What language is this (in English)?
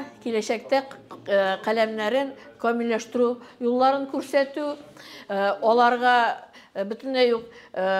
Tatar